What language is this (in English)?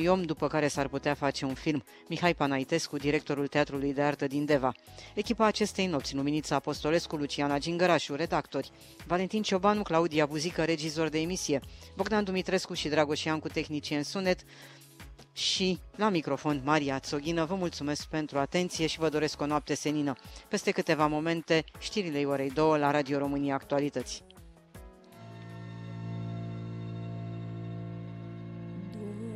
Romanian